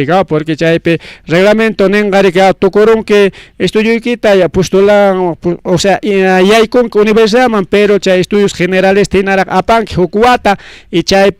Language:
Ayacucho Quechua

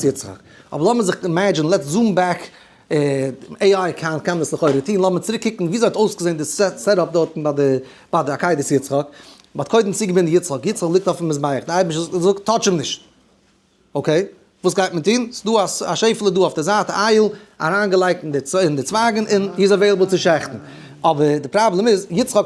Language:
Yiddish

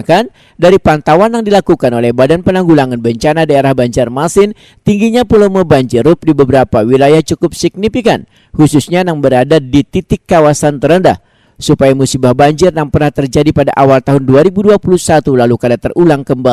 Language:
Banjar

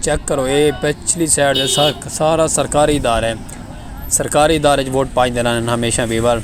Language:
Saraiki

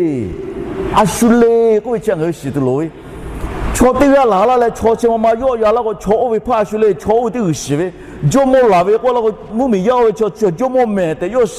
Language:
Lahu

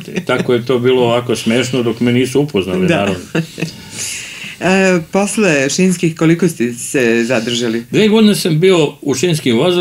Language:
Serbian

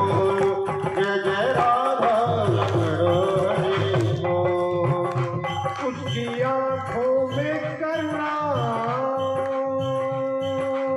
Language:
Hindi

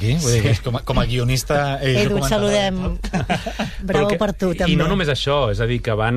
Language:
Catalan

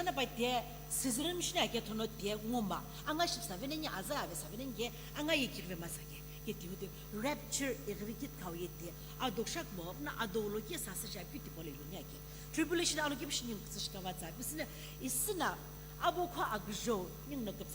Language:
Sumi Naga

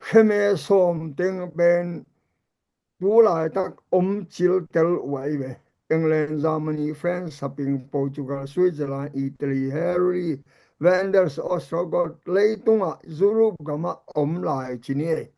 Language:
Tedim Chin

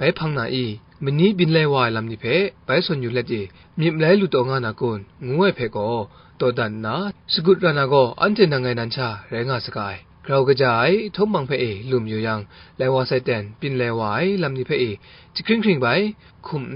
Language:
Kachin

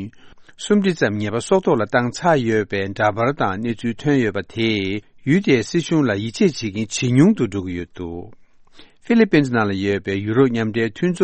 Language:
Tibetan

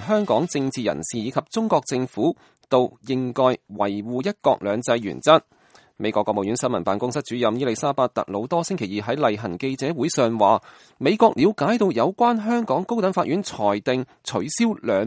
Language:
Cantonese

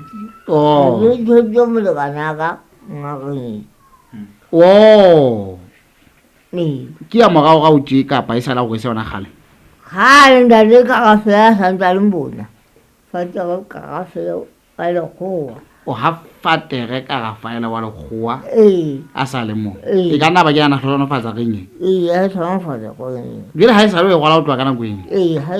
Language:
Southern Sotho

